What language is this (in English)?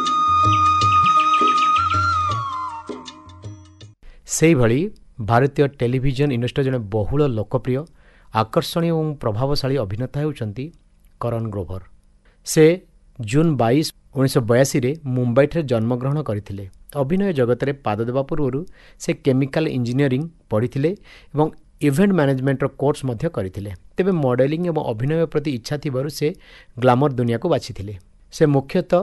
Odia